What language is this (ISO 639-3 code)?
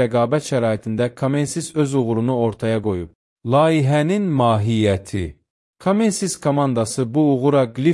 aze